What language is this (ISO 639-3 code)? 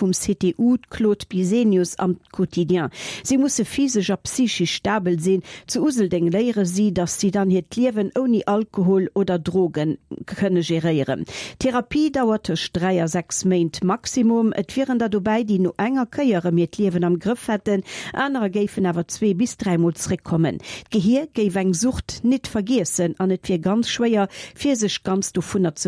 ltz